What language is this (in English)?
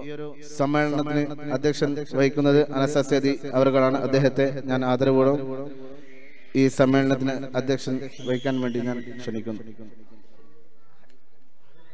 Malayalam